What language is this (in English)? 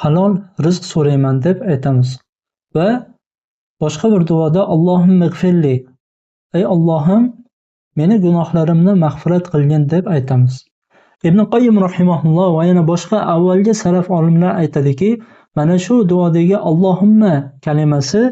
Uzbek